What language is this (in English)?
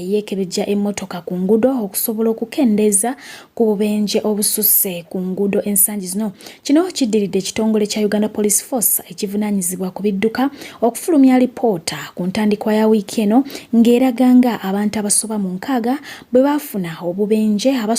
Ganda